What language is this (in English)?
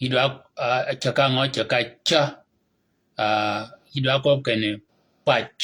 Shilluk